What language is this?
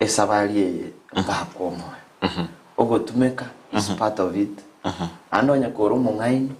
Gusii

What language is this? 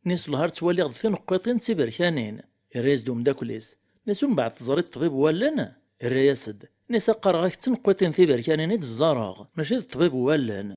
Kabyle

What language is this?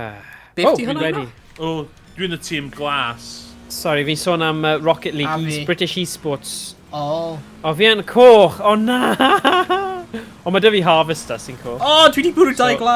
Welsh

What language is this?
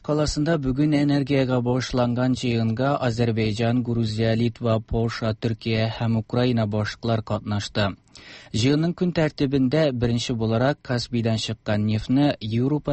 Tatar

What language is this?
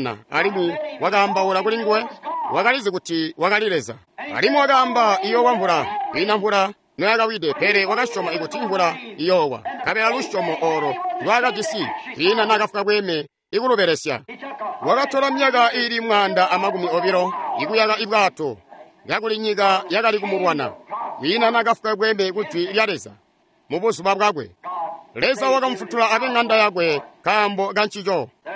Tonga (Zambia)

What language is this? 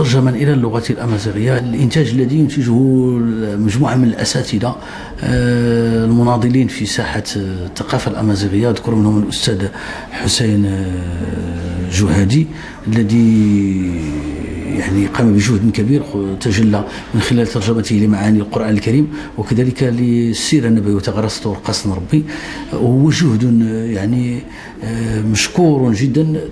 Moroccan Arabic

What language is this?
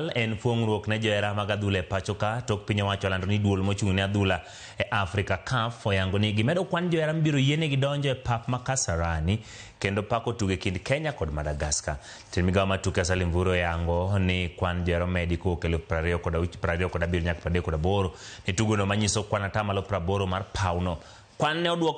Luo (Kenya and Tanzania)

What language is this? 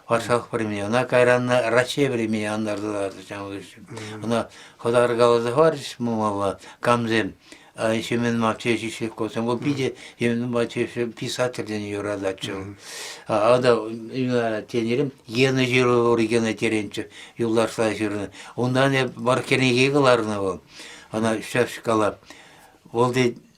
Chuvash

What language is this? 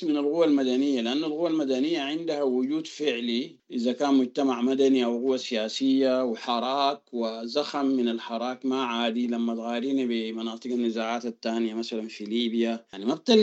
Sudanese Arabic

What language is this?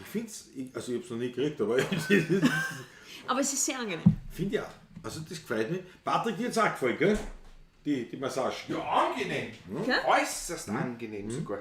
Bavarian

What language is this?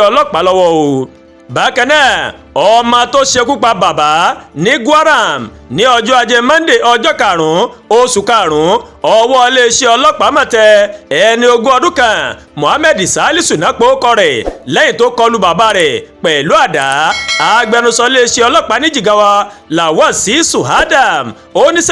Yoruba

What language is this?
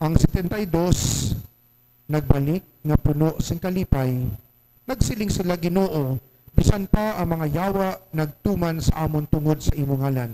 Hiligaynon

